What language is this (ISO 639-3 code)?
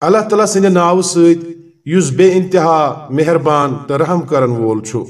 kas